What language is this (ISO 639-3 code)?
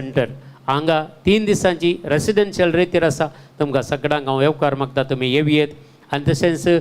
kok